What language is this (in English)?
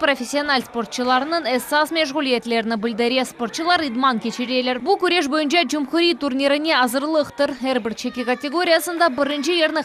Crimean Tatar